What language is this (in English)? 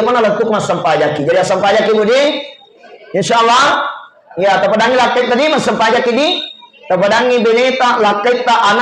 Buginese